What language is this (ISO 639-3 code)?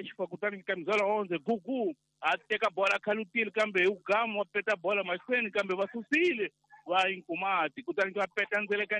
tso